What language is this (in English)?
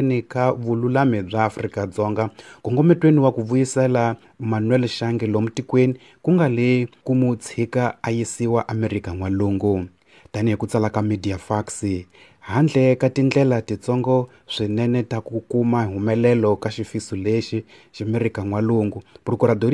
Tsonga